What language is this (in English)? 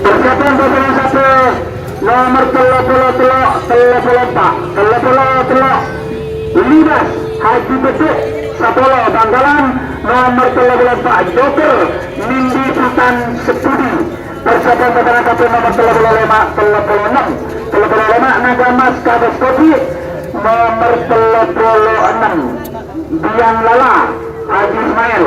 Madurese